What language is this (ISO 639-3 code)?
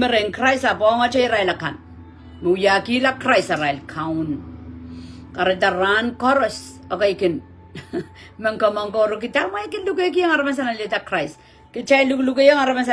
pon